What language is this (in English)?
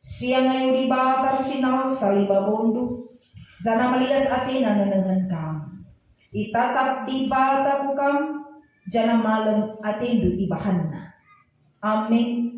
Batak Karo